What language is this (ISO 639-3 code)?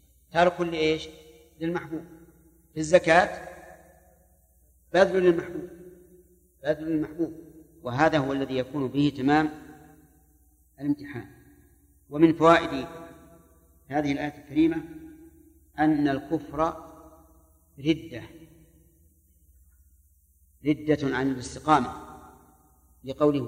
ara